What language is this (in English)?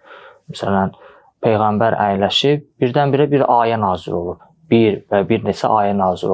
Azerbaijani